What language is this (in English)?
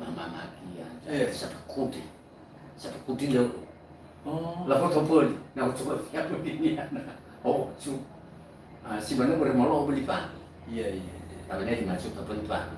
Nias